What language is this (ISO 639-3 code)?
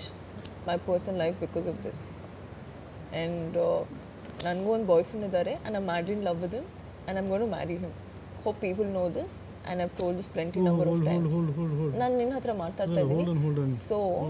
kan